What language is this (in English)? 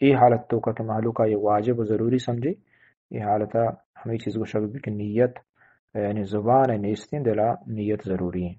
Eastern Balochi